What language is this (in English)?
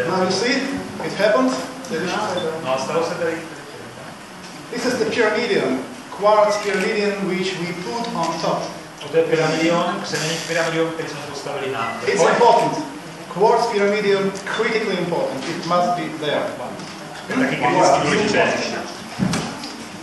Czech